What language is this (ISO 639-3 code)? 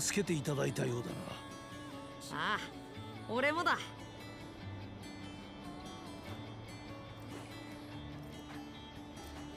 jpn